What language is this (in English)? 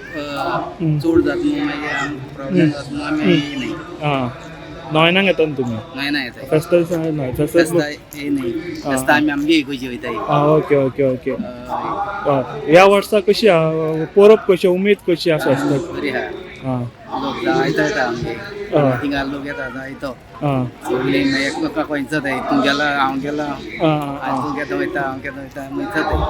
Konkani